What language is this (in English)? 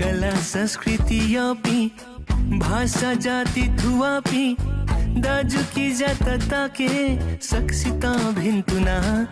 Newari